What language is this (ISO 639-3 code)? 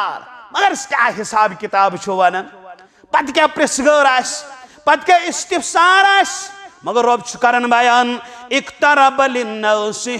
kas